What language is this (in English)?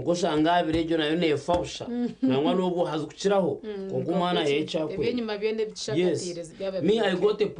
Nyankole